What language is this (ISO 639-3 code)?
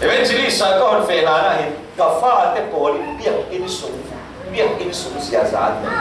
cfm